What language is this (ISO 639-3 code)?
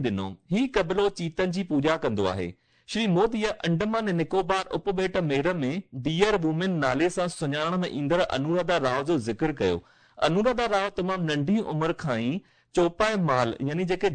snd